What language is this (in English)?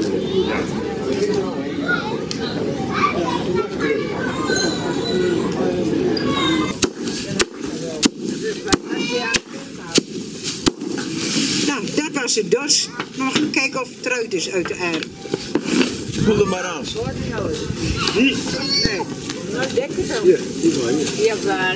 Dutch